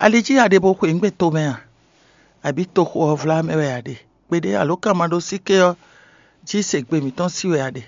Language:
Fon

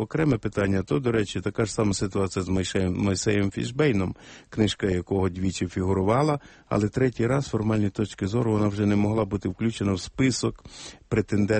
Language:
Ukrainian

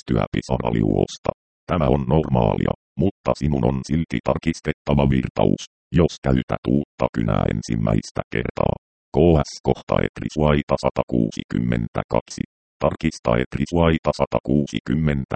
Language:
Finnish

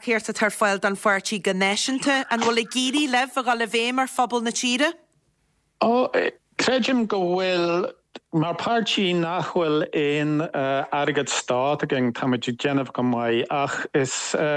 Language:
Irish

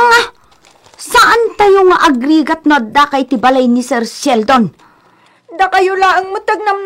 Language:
Iloko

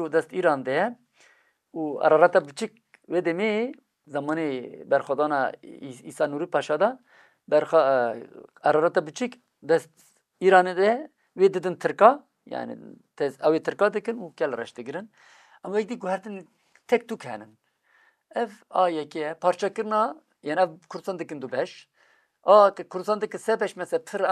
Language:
Kurdish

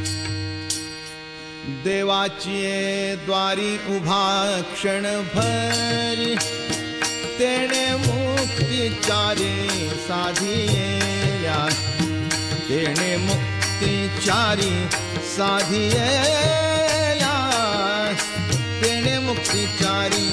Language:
Marathi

